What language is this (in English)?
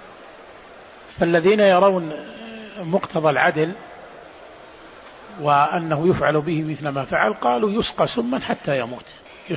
Arabic